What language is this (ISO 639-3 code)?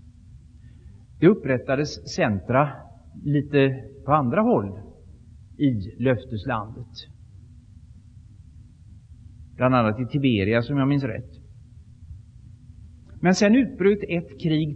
swe